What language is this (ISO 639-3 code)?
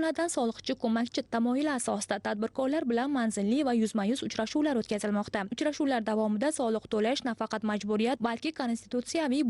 uzb